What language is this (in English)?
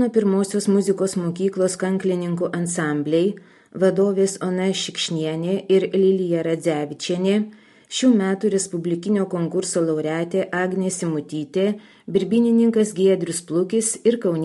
Lithuanian